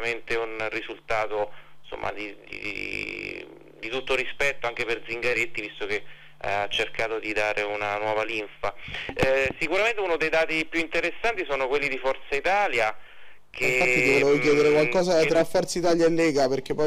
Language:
Italian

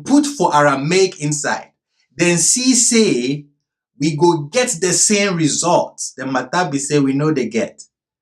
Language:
Ghanaian Pidgin English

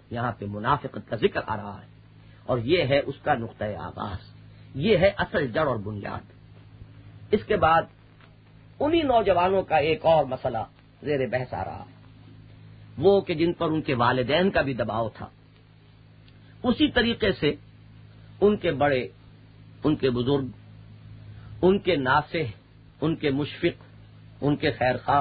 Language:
Urdu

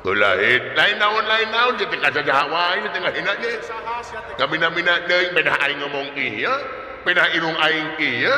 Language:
Sundanese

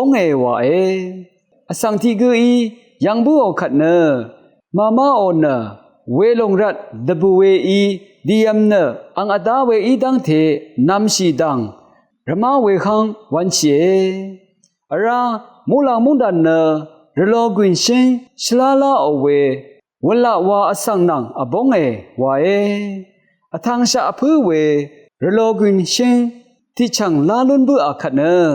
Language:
Rawang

